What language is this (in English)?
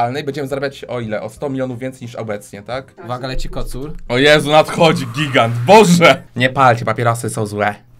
Polish